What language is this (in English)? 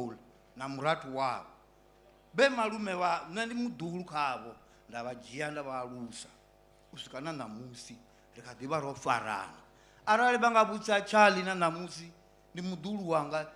Venda